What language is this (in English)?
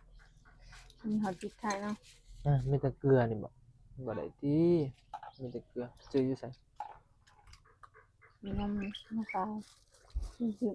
Northeastern Thai